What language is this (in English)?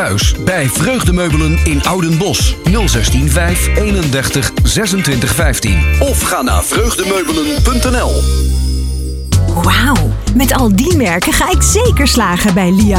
Dutch